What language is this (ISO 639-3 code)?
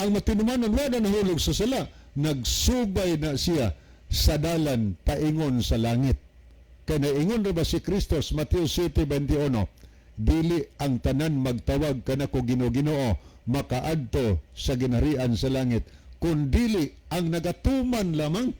ceb